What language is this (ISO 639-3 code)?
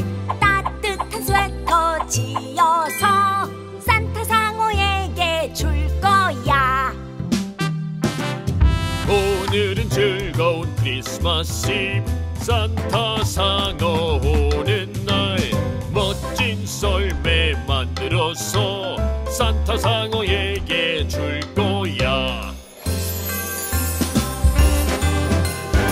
kor